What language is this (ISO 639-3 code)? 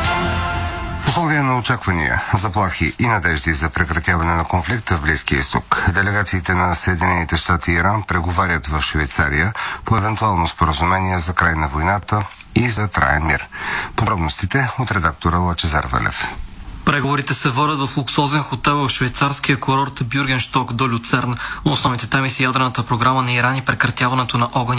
bul